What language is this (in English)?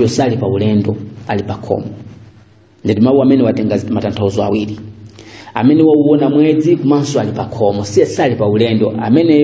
Nyanja